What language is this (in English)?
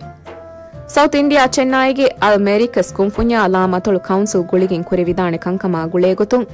Divehi